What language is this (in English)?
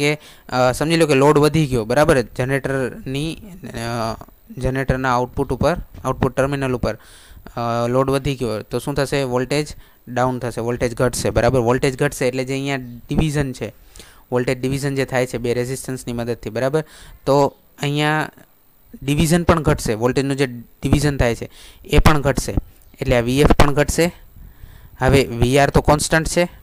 Gujarati